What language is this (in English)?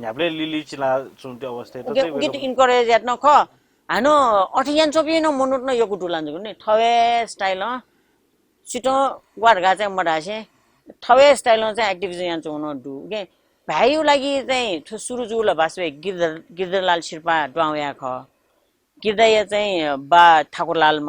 Newari